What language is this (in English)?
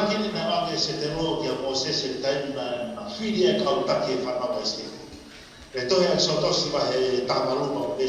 Tongan